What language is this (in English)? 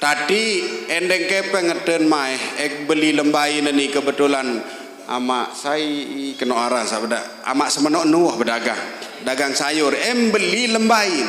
Sasak